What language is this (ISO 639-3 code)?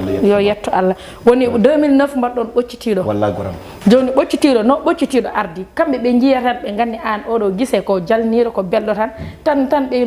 ful